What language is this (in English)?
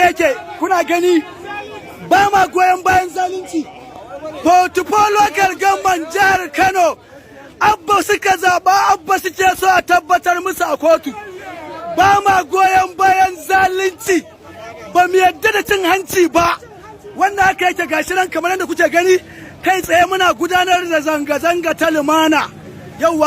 Hausa